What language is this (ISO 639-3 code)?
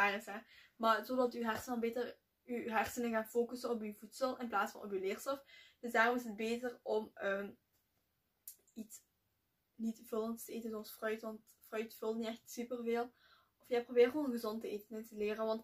nld